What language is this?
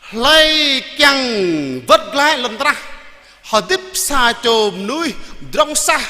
Jarai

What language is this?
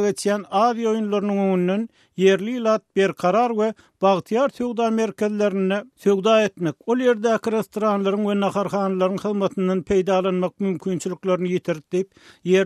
Turkmen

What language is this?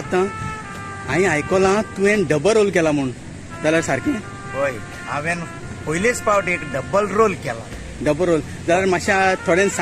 Konkani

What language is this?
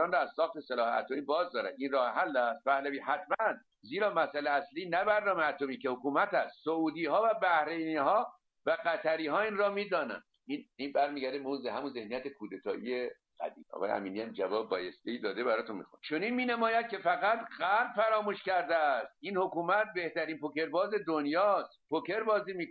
Persian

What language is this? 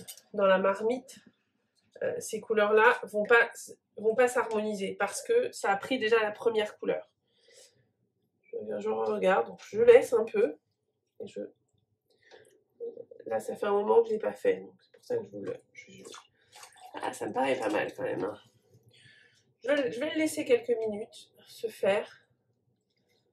French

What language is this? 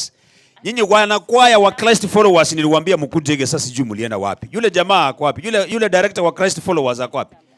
Gusii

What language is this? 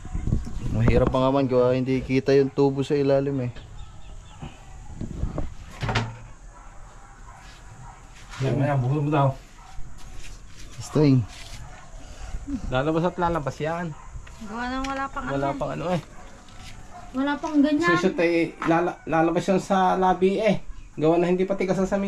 Filipino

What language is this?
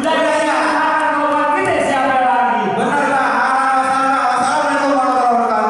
Betawi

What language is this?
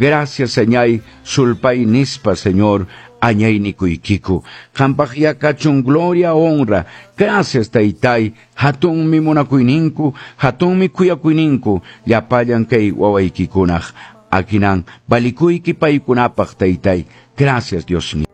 Quechua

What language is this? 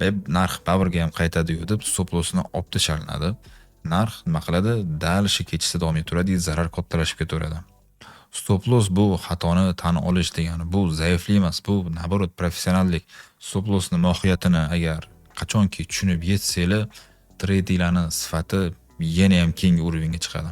Uzbek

